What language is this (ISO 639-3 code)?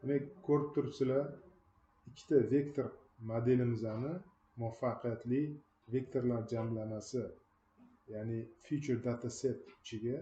uzb